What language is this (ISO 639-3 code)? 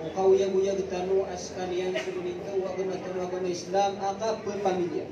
mrw